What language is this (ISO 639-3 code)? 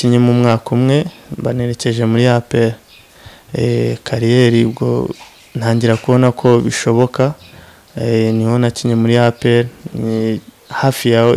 kin